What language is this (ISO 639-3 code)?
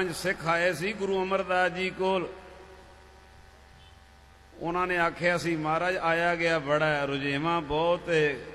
pan